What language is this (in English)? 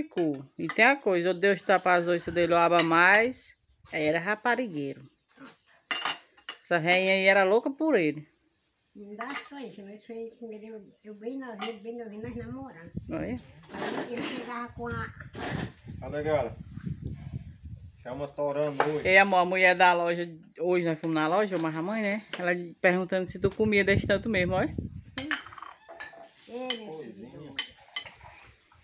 Portuguese